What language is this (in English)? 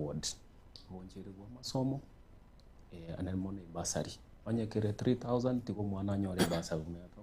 Gusii